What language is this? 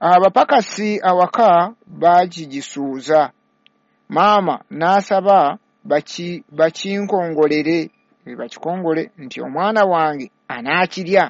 Ganda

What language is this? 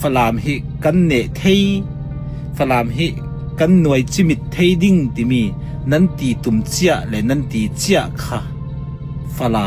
Falam Chin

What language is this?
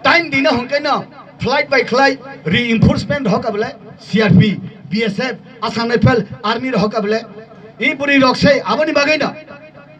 Kok Borok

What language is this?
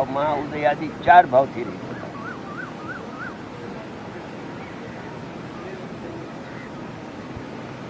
Gujarati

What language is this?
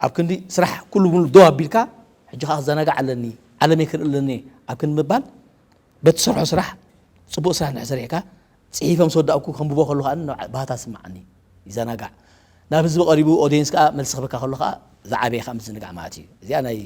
Tigrinya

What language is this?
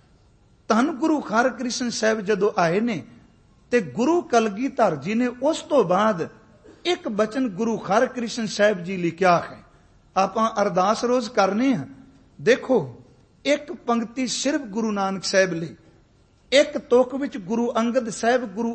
Punjabi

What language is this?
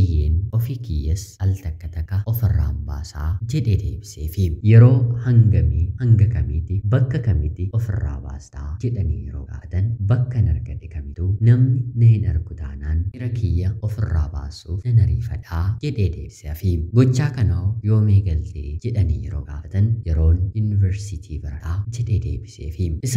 Oromo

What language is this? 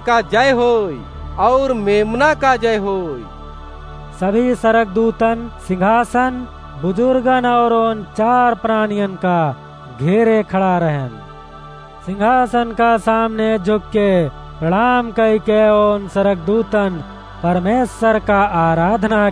Awadhi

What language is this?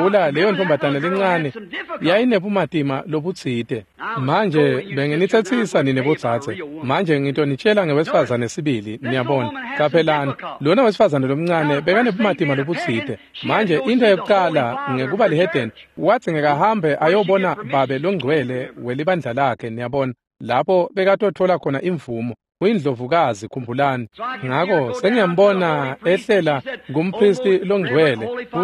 Swati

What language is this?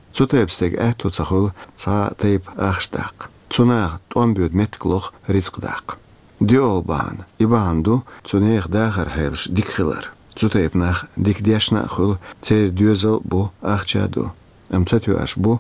Chechen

